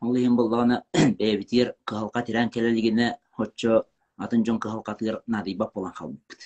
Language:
Yakut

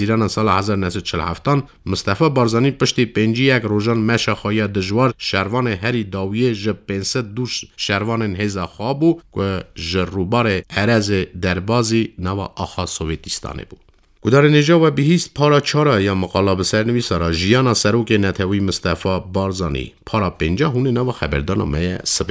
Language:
Kurdish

